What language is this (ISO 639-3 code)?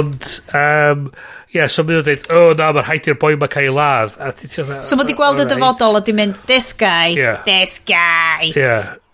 cym